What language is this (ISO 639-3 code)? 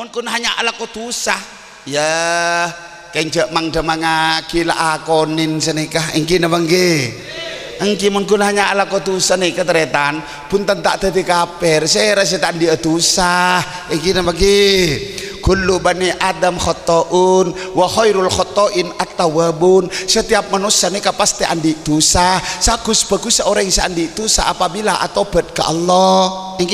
mad